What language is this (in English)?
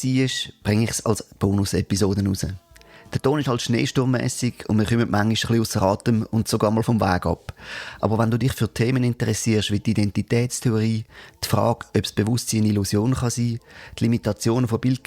Swiss German